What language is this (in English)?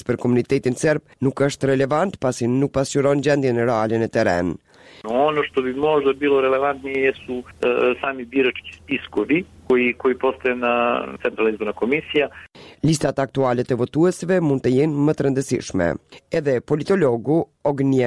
Albanian